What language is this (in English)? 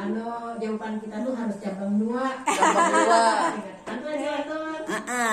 Banjar